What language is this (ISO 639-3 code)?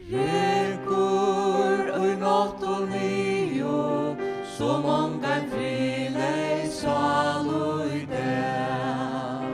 fao